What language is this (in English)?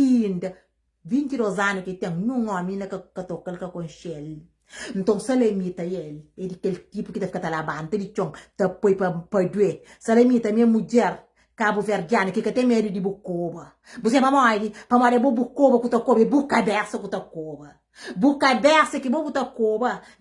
Kabuverdianu